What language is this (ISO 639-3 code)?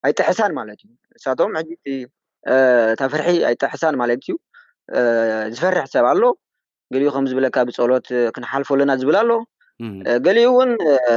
tir